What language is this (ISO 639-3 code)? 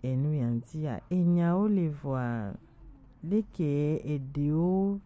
gej